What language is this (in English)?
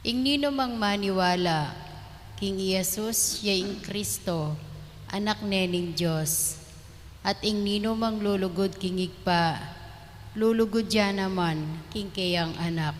Pampanga